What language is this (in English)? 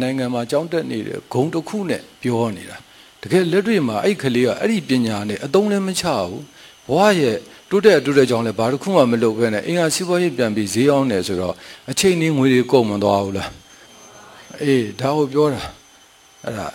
Burmese